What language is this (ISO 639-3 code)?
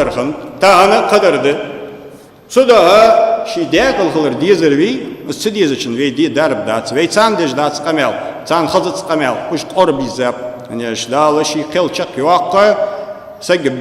inh